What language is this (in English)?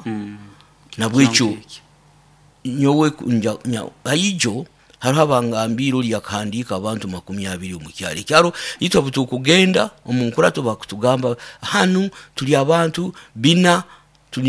Nyoro